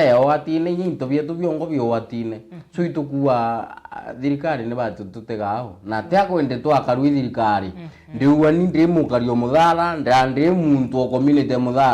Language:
Meru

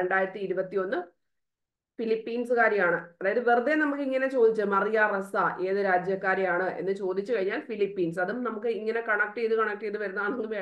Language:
Malayalam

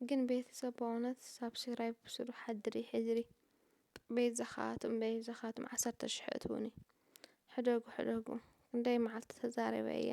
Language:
Tigrinya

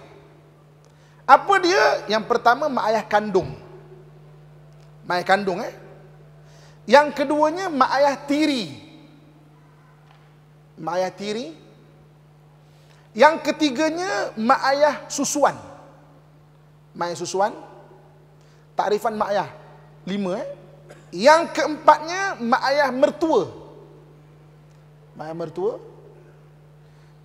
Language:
Malay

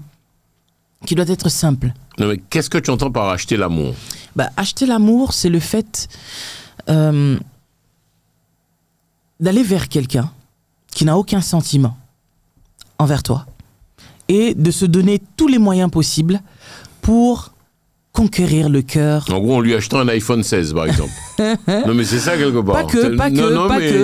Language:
French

